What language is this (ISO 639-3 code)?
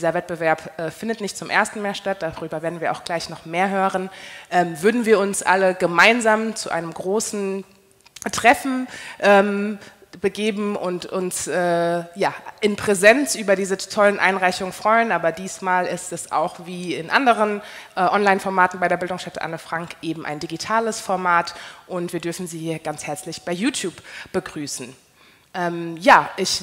deu